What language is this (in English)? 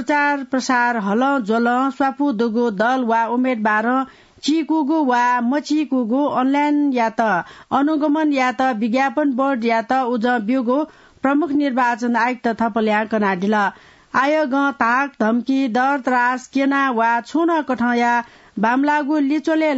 Newari